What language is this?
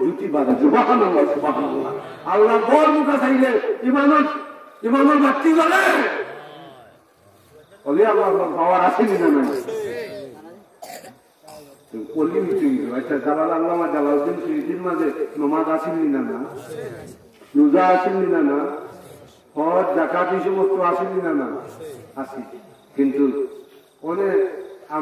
Bangla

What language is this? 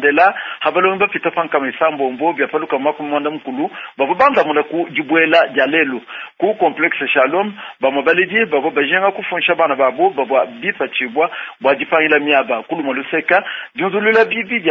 Luba-Lulua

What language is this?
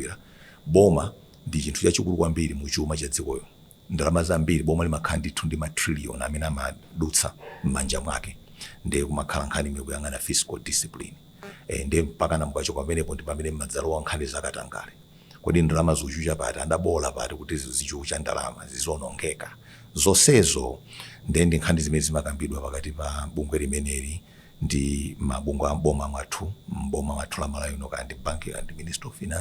Nyanja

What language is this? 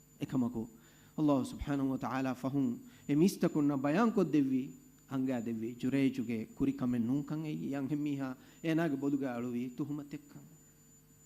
Divehi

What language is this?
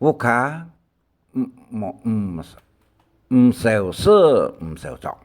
Hakka Chinese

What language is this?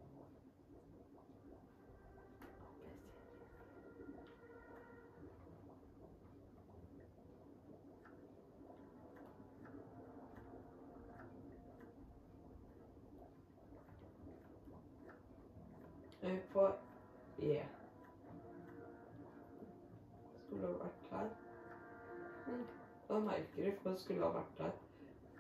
Norwegian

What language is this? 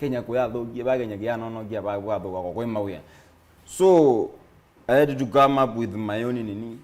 Kamba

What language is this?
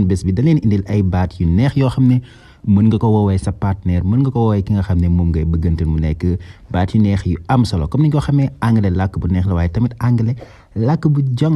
Wolof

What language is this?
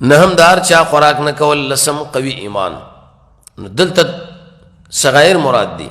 Pashto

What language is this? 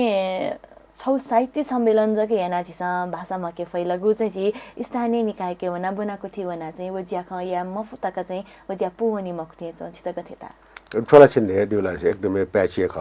Newari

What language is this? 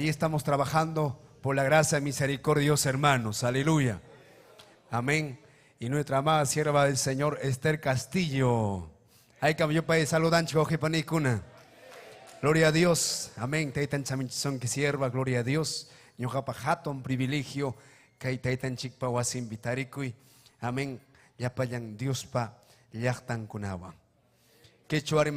Ayacucho Quechua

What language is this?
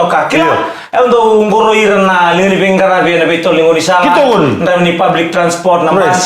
Fijian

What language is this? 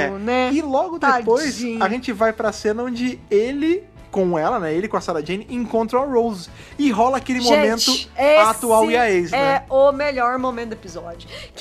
Portuguese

